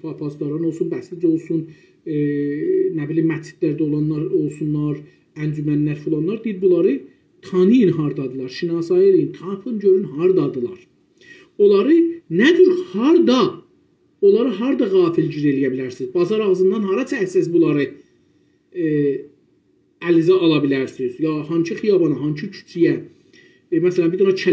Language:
South Azerbaijani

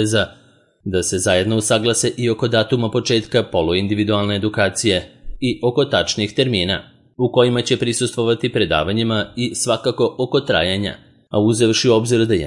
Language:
Serbian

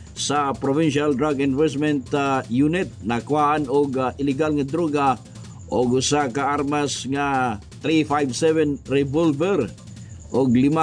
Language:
Cebuano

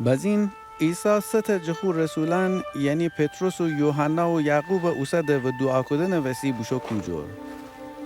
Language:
Gilaki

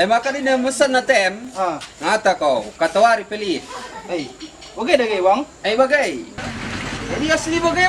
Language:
Batak Karo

